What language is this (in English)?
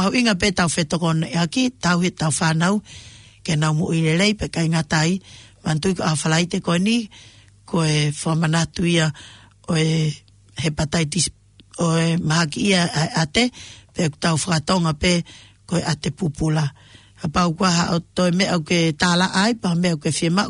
Tongan